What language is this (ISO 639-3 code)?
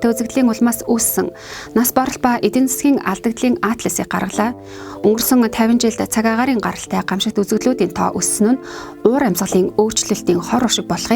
mon